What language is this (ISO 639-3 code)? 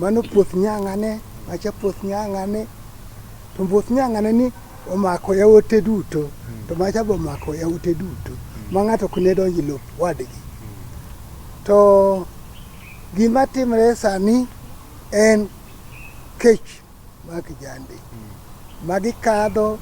luo